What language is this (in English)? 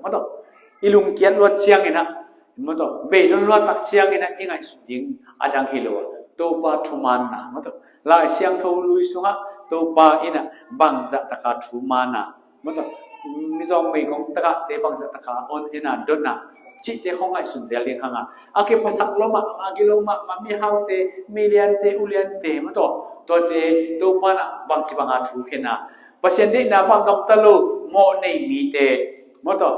Tedim Chin